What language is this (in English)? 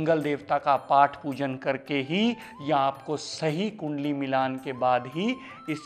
Hindi